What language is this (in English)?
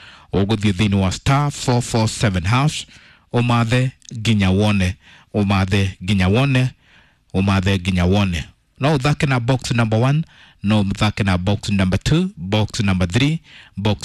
Kikuyu